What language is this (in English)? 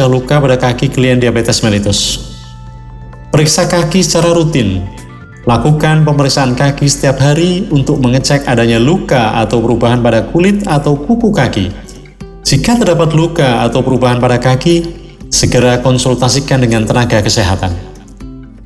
Indonesian